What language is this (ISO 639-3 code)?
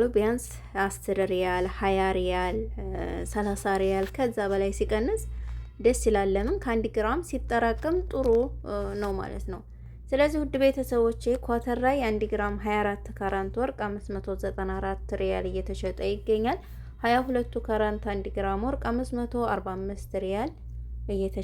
amh